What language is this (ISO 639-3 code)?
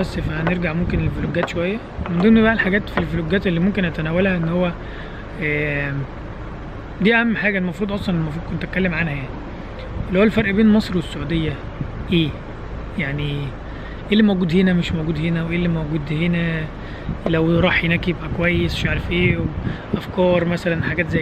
arz